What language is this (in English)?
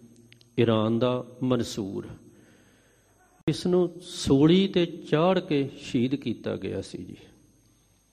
Punjabi